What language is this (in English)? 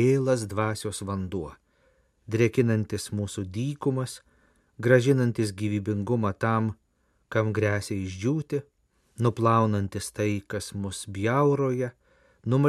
Lithuanian